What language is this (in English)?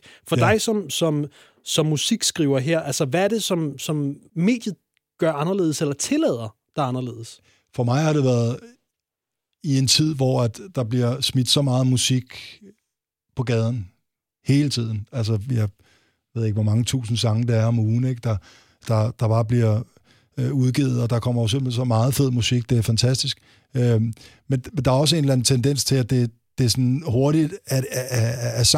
Danish